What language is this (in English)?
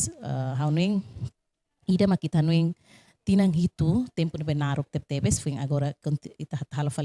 Tetum